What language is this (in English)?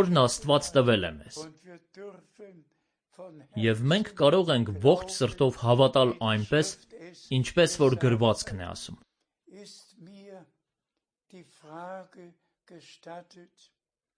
Armenian